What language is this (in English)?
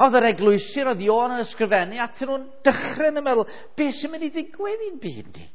Welsh